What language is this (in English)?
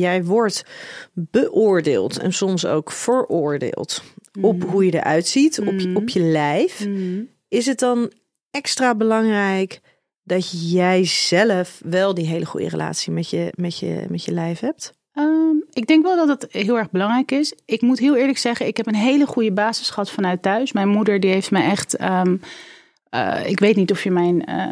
Dutch